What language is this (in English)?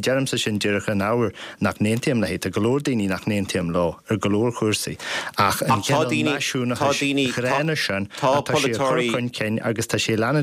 Irish